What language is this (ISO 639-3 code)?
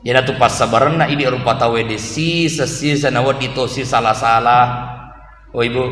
bug